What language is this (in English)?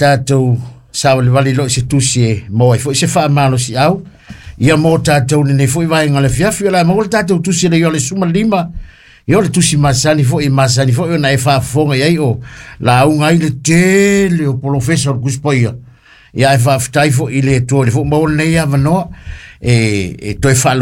Samoan